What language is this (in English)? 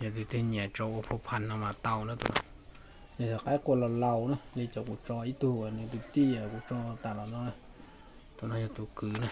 Hmong